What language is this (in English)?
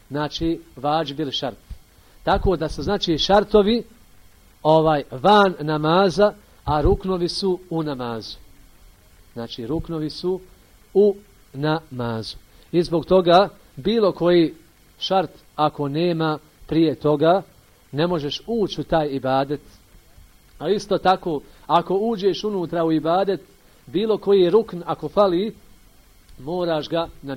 Bosnian